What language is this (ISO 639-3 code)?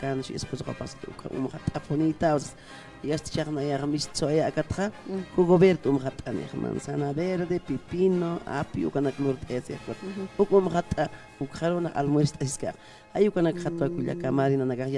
aym